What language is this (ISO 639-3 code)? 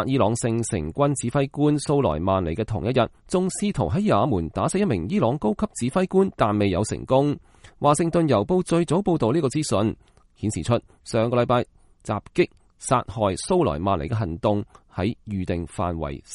yue